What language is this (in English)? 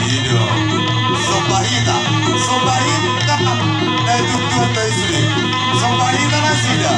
Batak Toba